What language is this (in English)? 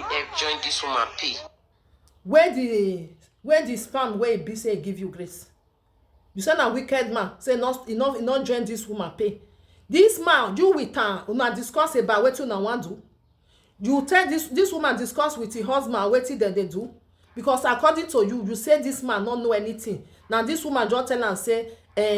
Nigerian Pidgin